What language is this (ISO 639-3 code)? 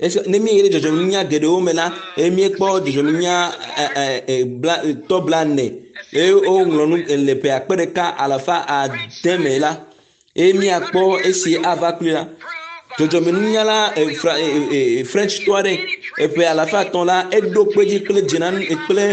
ewe